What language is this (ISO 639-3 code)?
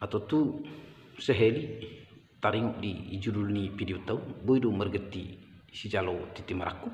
bbc